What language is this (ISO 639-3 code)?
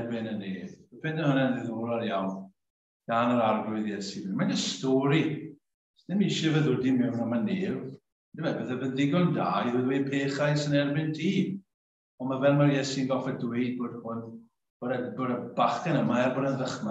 cym